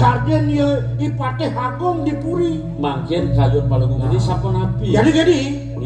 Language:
Balinese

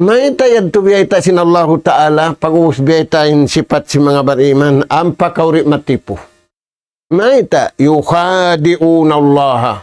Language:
Tausug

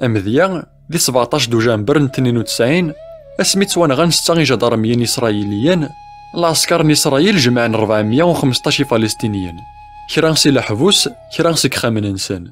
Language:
Kabyle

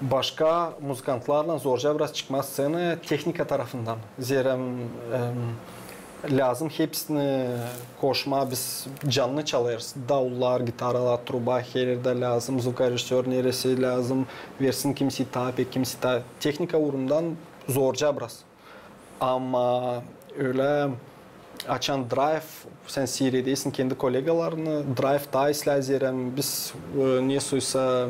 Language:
Gagauz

